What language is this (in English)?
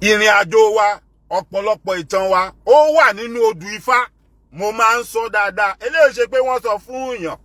Yoruba